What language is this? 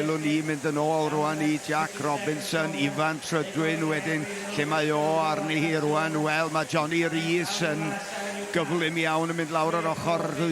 Welsh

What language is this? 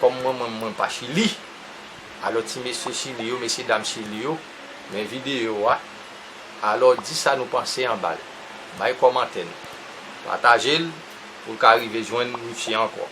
Haitian Creole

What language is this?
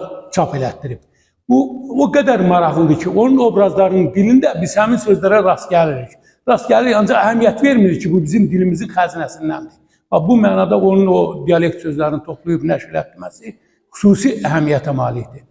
Azerbaijani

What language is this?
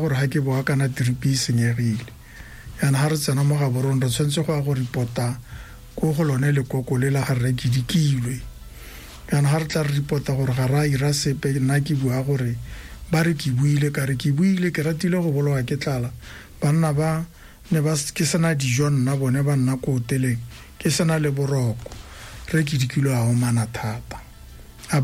Tswana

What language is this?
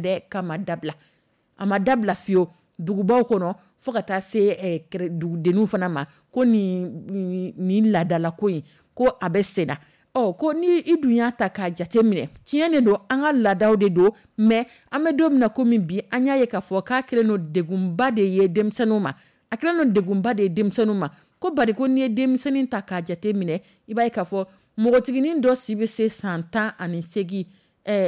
Dyula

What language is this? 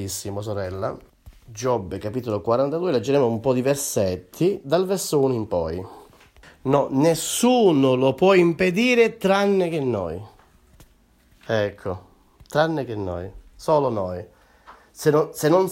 Italian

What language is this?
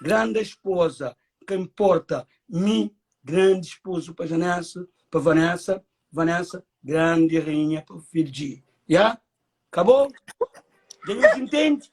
Kabuverdianu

